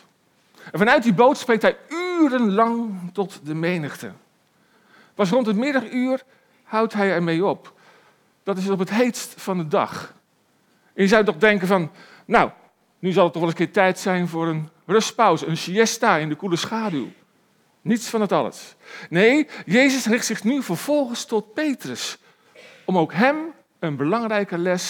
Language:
Dutch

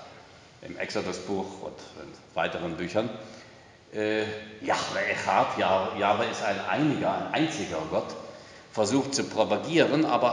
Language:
German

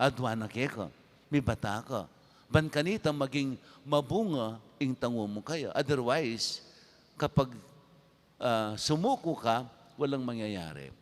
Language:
Pampanga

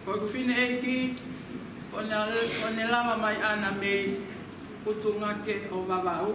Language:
Tongan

